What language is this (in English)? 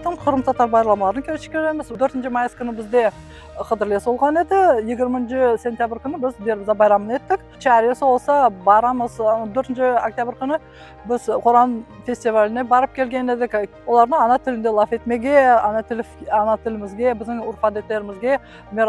Crimean Tatar